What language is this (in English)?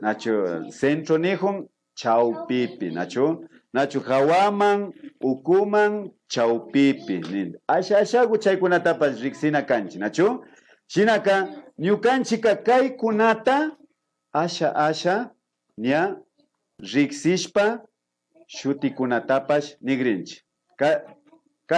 Imbabura Highland Quichua